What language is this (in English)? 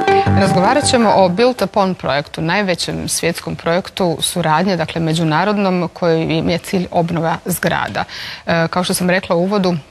Croatian